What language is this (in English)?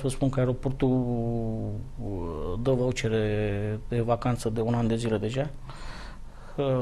Romanian